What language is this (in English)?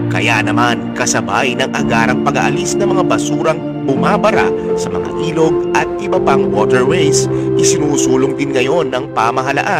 Filipino